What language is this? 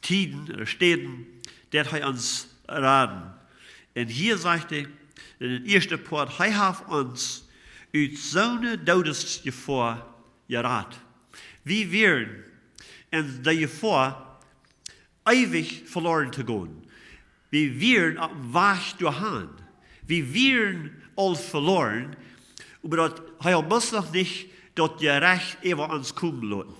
Plautdietsch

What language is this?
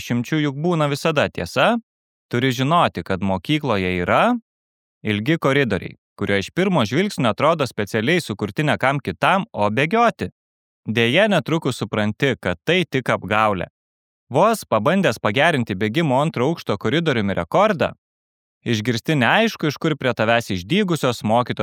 Lithuanian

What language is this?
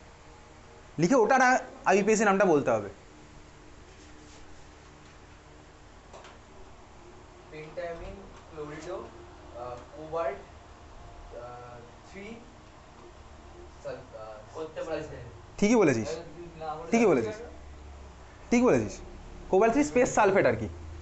Bangla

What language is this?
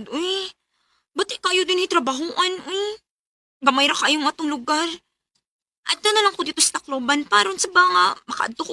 Cebuano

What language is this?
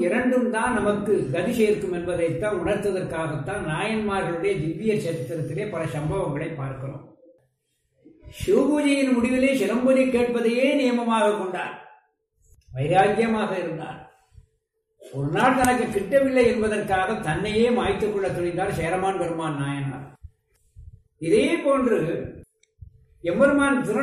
Tamil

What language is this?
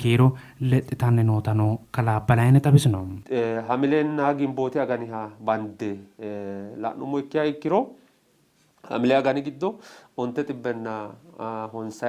Sidamo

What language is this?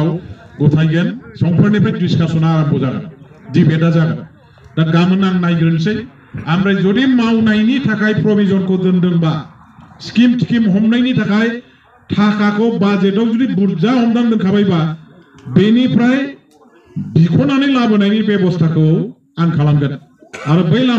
Bodo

